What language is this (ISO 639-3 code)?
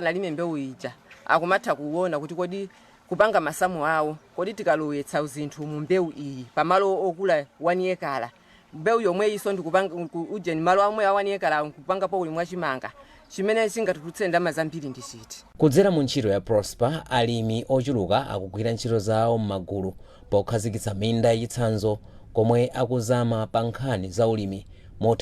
nya